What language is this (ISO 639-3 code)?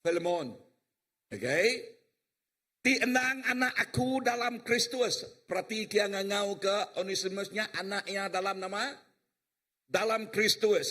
iba